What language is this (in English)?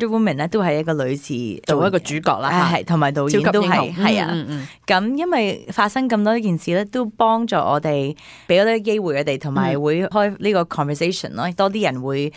Cantonese